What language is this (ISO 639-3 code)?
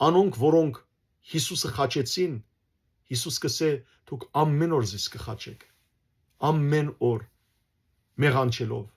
hyw